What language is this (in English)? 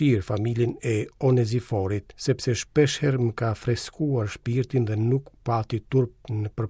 Albanian